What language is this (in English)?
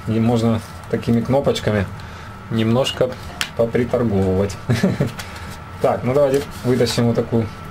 Russian